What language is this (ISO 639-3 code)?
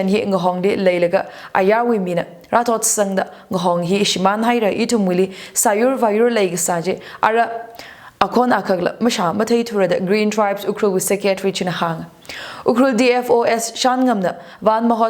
nmf